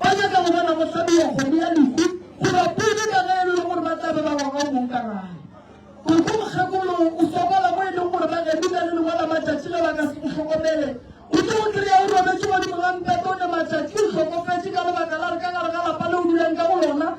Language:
Northern Sotho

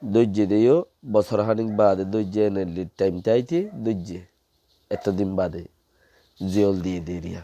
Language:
Rohingya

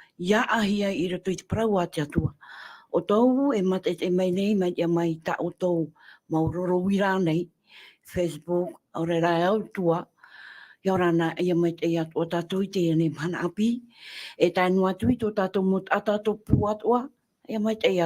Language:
Tahitian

